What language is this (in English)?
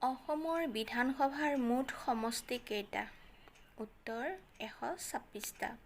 Assamese